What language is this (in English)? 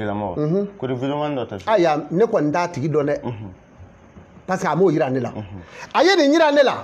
Bambara